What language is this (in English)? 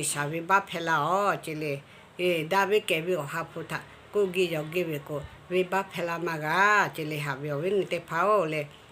Lahu